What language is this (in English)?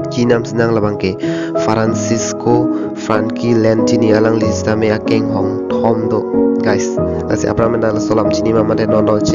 Karbi